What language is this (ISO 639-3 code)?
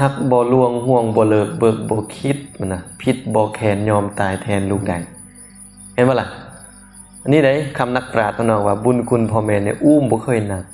lao